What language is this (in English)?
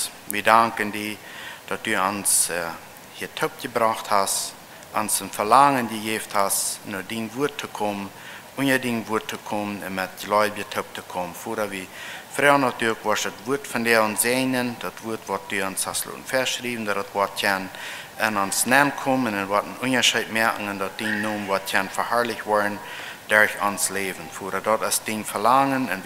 Plautdietsch